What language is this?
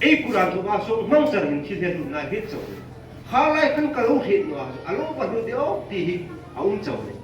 Hmar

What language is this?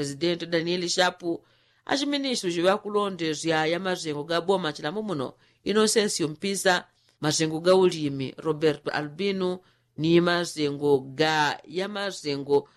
Yao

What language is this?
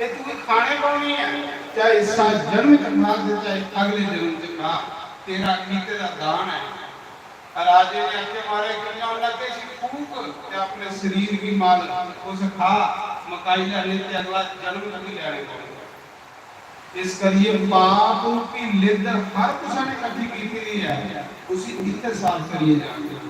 Dogri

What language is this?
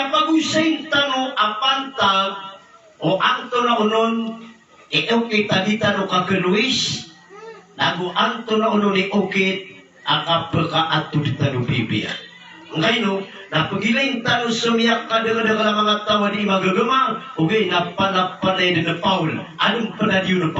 Maranao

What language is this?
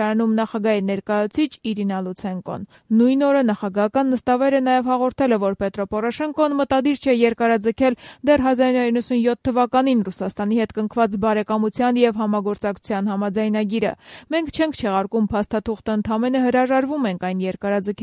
Armenian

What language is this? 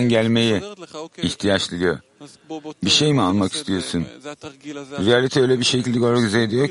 Turkish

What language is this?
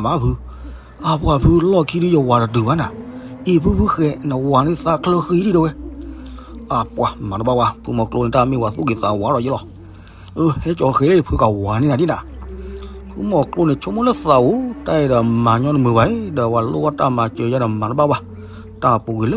S'gaw Karen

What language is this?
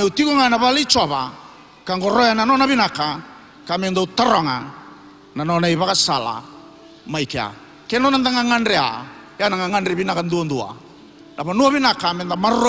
Fijian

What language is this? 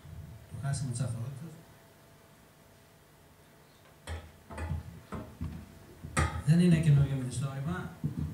Greek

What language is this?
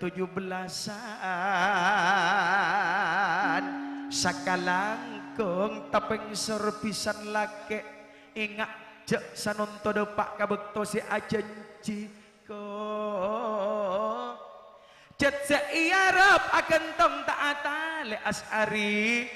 Madurese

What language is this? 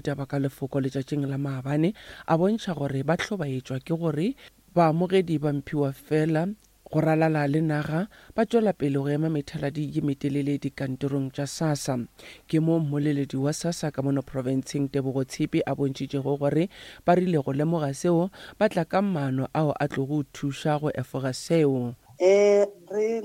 Northern Sotho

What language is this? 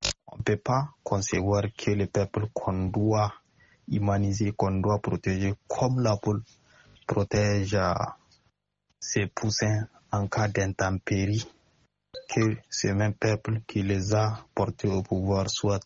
French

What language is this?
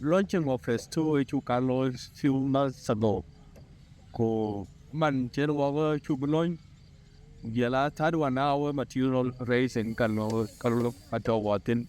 Dinka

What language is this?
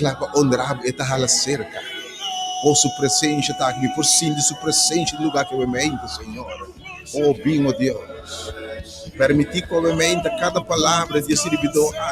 Papiamento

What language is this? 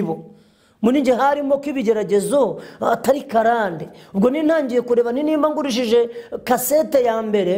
Kinyarwanda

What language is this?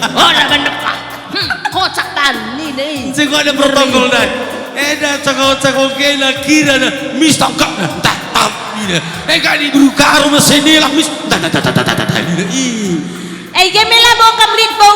Batak Karo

